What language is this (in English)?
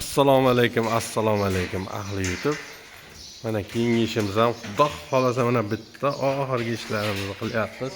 Uzbek